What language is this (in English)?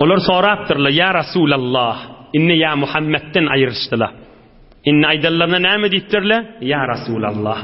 Turkmen